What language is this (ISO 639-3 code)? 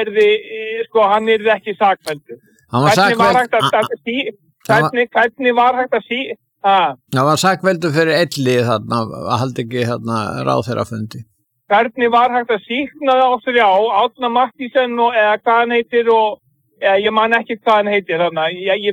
isl